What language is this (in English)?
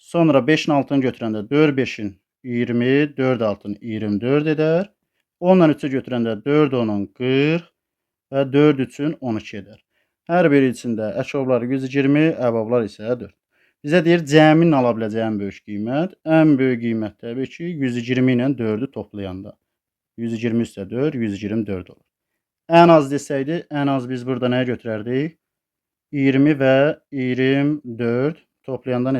Azerbaijani